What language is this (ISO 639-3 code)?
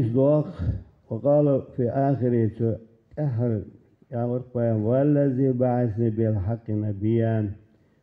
inh